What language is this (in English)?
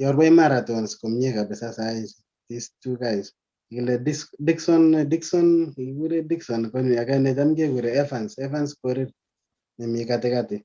Kalenjin